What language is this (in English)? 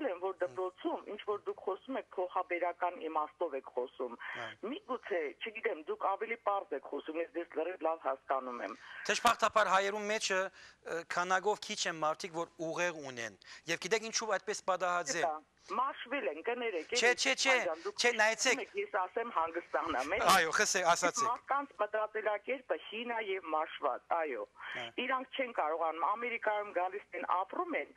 Western Armenian